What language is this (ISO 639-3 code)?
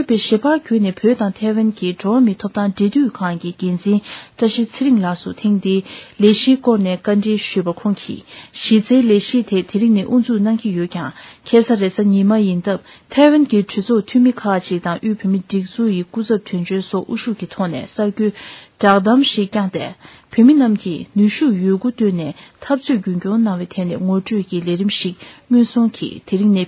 bod